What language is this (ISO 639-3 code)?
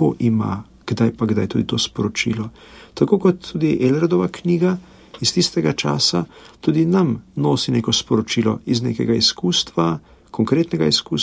slv